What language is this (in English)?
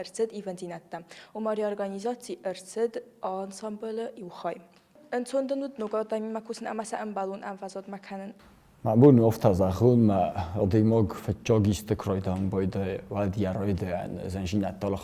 Ossetic